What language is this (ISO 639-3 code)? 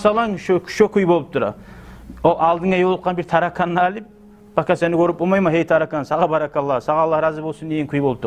kum